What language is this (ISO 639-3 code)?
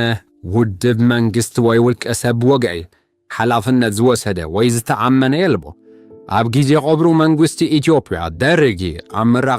tir